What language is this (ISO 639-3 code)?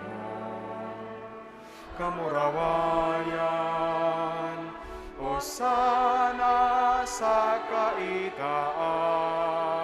bik